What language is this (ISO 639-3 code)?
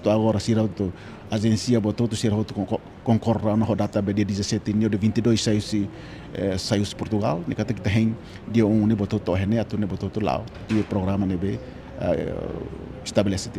tet